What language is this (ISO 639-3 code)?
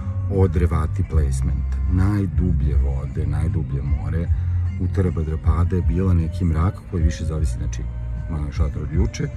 srp